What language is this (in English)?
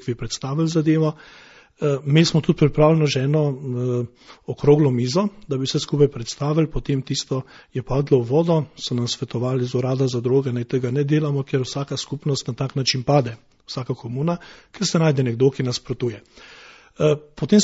Slovenian